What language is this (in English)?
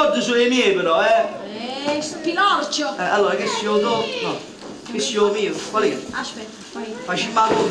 Neapolitan